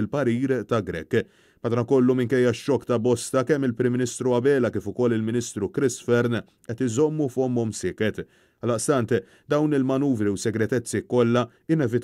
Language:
Maltese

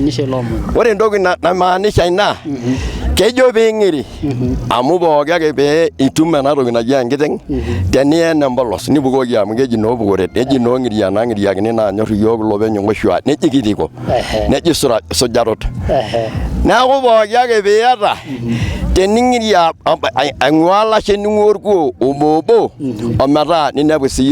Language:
Masai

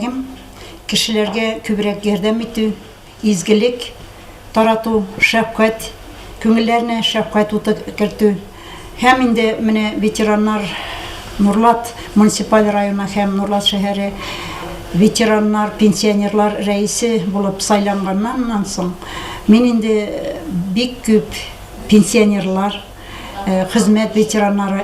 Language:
Tatar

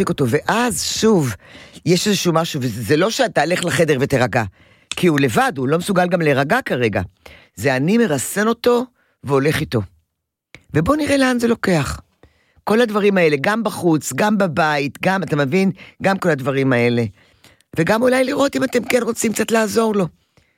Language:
Hebrew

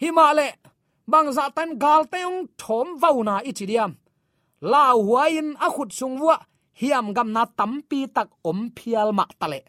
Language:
Tedim Chin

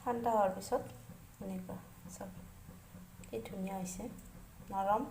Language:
Assamese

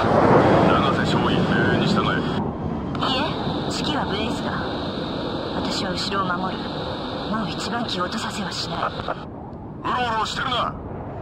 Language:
Japanese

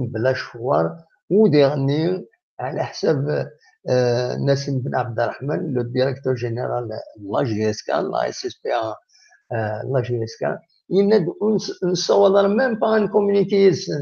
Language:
Kabyle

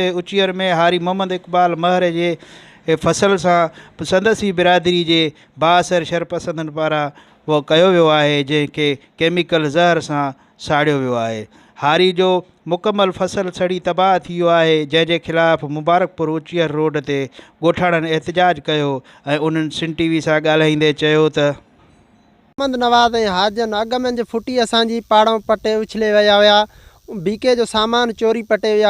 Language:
Sindhi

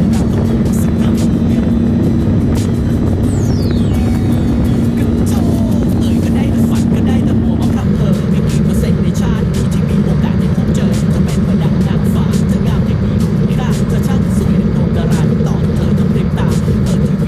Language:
Thai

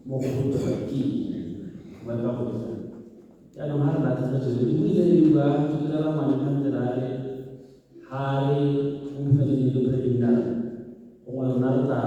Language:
Tswana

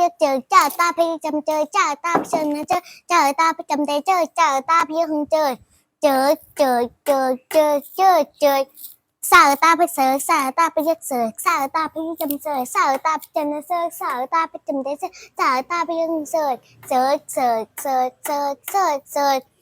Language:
Shan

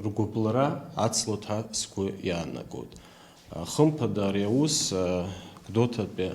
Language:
Abkhazian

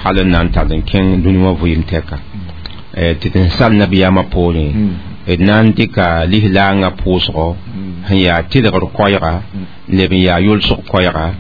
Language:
Mossi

